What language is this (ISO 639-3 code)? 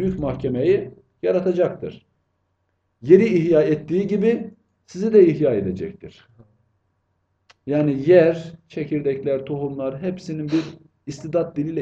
tur